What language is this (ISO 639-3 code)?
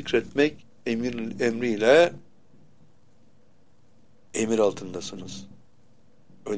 tur